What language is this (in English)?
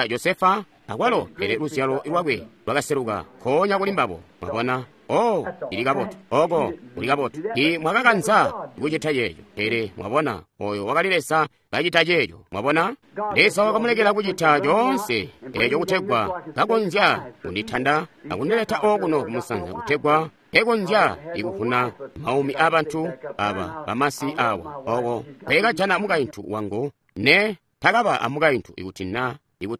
Tonga (Zambia)